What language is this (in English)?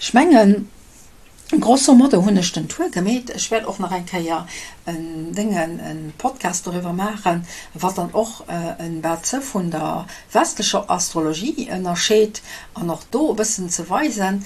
Luxembourgish